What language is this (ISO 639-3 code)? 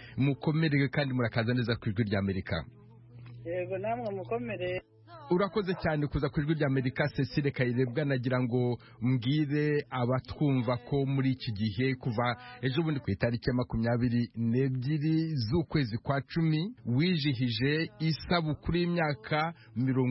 kin